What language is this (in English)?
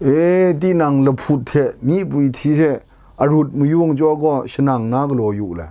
Kachin